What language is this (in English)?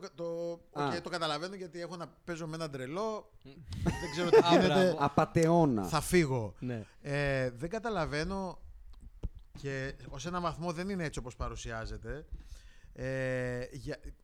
Greek